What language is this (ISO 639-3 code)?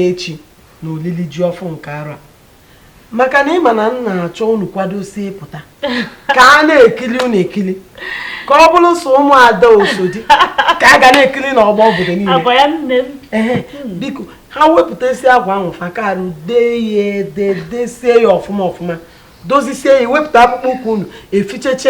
ibo